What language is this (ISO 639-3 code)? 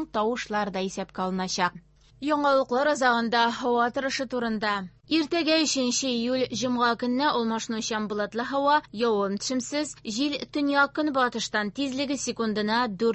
tat